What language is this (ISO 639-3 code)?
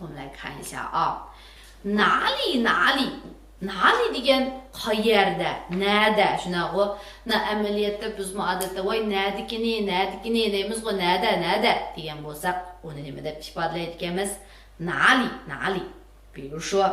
uig